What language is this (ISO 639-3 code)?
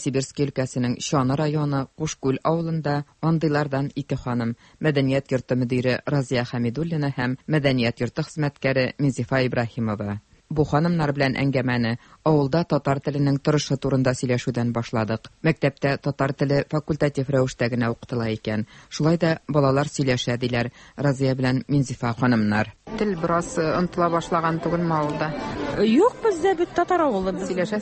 tat